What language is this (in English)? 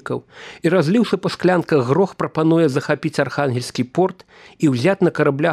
Belarusian